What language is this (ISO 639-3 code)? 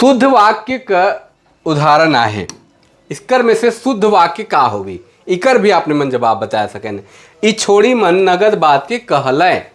sck